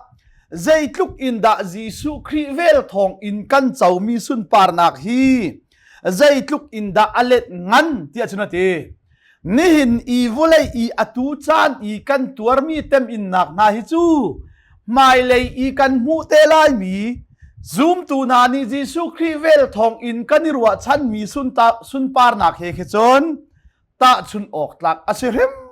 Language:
Hakha Chin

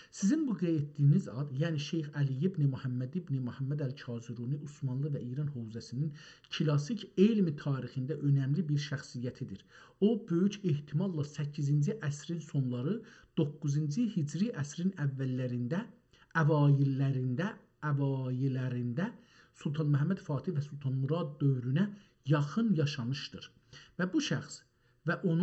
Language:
South Azerbaijani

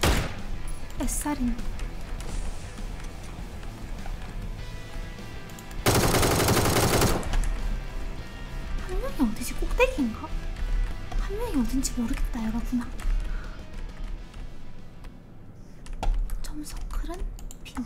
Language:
Korean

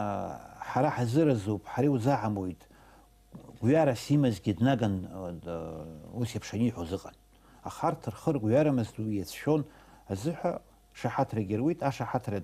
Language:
Abkhazian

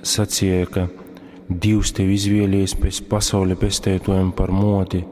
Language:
Latgalian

